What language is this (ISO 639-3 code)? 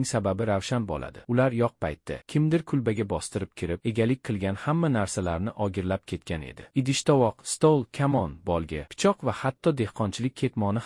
uzb